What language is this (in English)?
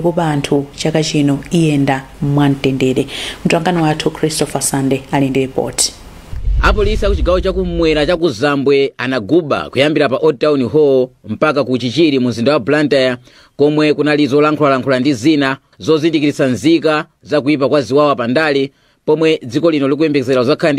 Nyanja